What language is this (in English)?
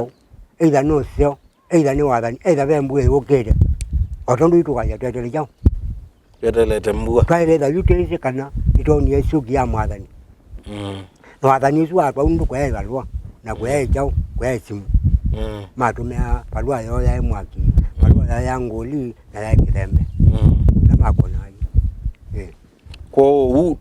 Kamba